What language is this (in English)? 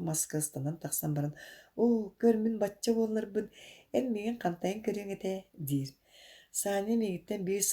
Yakut